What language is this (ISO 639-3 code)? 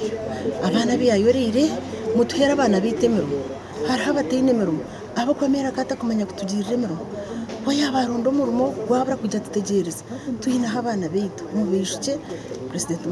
nyn